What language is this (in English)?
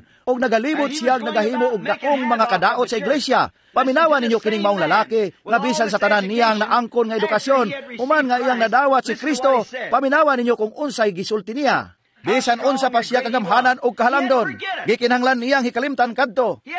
Cebuano